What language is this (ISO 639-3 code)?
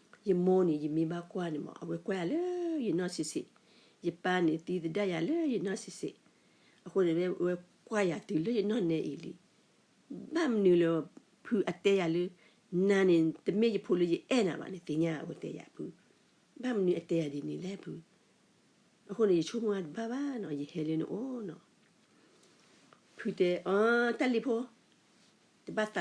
ksw